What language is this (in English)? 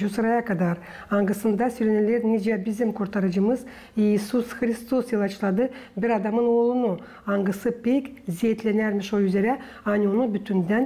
Gagauz